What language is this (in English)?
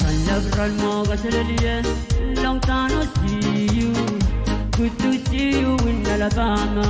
Pohnpeian